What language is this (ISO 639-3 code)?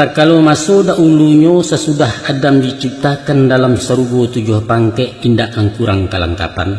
min